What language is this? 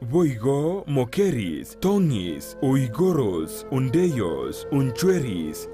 Gusii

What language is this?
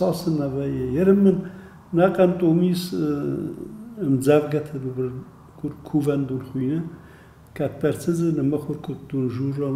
Ossetic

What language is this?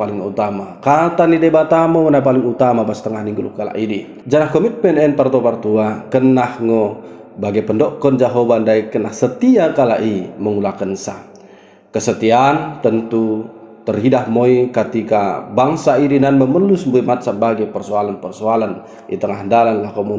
Batak Dairi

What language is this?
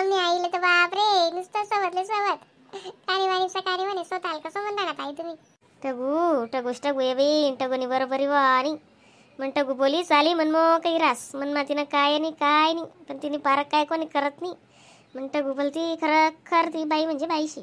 Khandesi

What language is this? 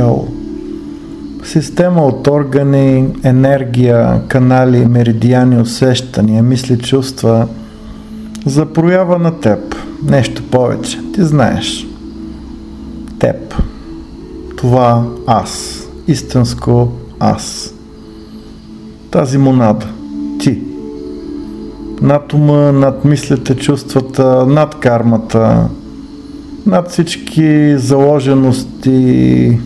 Bulgarian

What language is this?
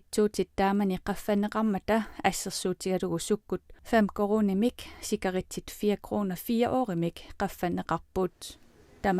Kalaallisut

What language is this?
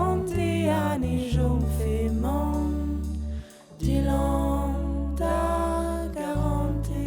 Breton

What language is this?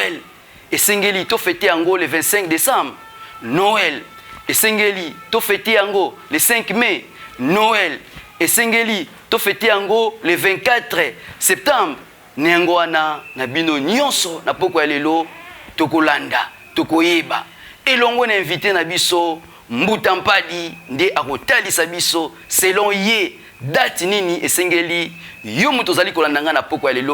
Lingala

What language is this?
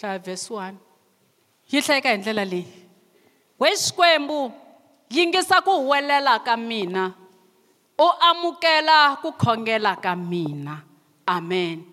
Tsonga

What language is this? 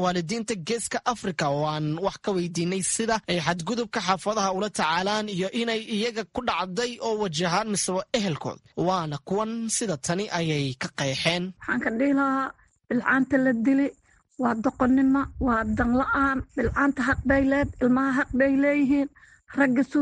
Somali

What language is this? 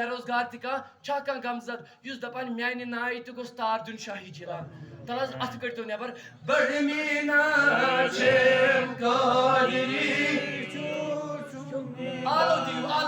Kashmiri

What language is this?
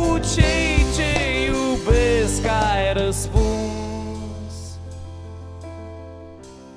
Romanian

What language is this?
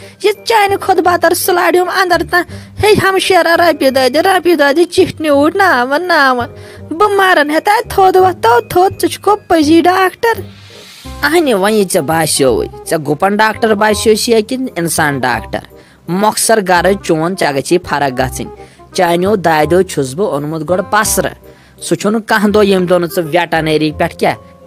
Kashmiri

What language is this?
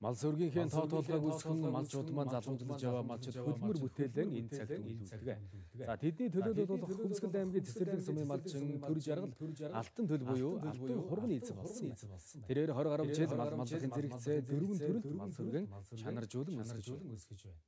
Mongolian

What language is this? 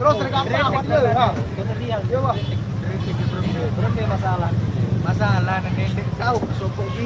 Sasak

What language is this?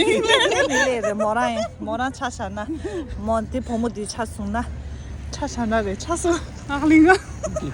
Tibetan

